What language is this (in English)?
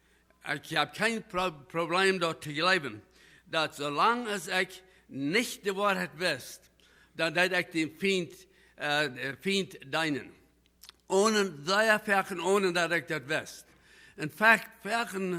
Plautdietsch